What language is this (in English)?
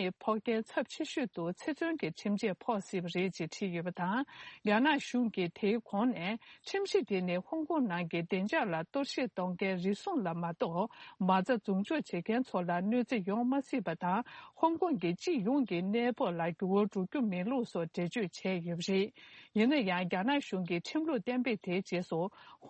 Tibetan